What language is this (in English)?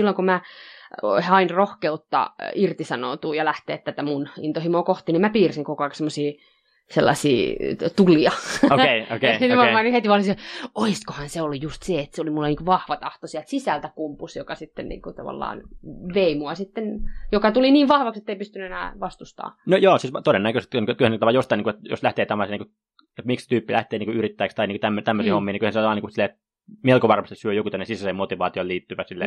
Finnish